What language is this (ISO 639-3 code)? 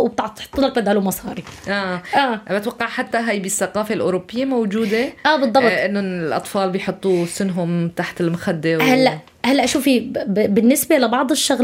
apc